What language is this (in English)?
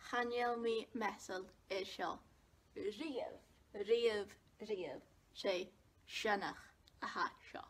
Scottish Gaelic